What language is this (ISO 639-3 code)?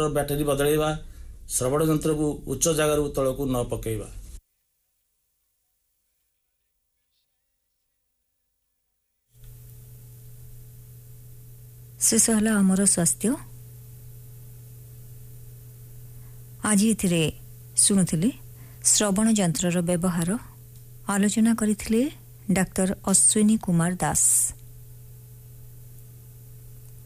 ori